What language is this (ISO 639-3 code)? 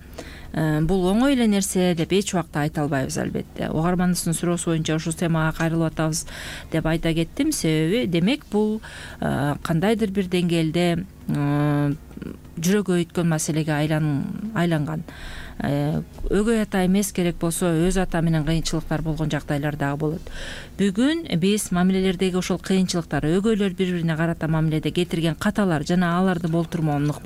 kir